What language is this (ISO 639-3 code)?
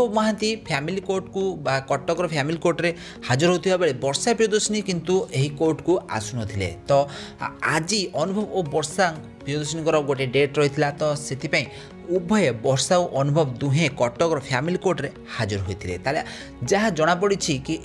ori